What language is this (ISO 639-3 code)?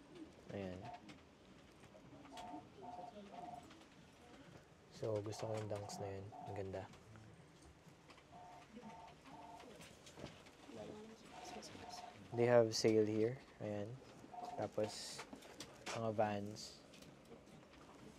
fil